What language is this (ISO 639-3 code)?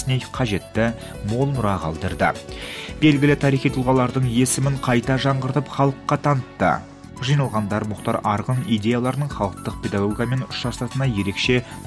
kaz